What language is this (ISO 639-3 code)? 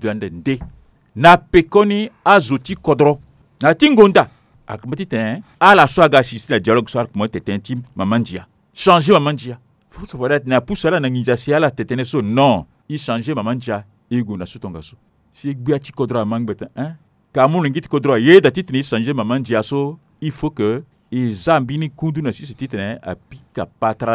sag